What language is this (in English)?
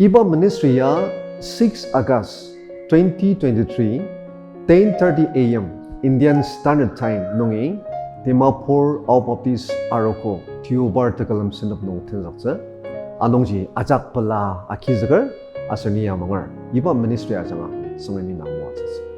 Ao Naga